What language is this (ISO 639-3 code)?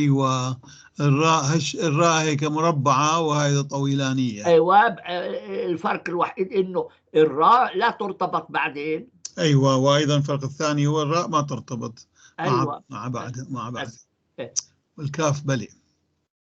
apc